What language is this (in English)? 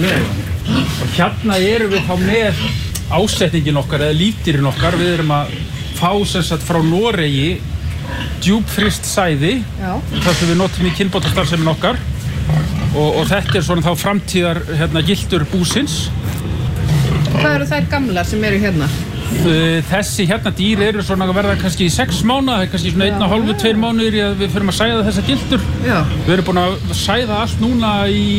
Icelandic